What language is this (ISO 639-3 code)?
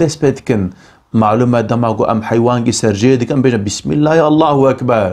kur